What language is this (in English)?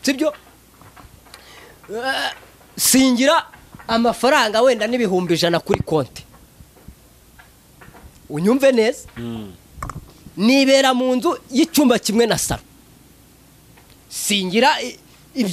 Kinyarwanda